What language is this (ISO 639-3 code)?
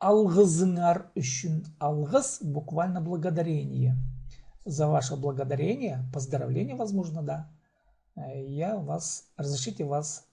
kjh